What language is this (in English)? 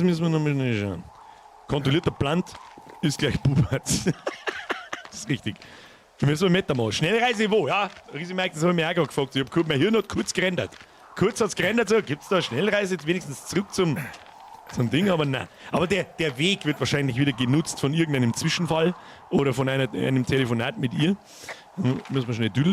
Bavarian